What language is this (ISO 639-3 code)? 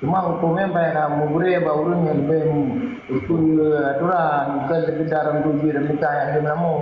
ace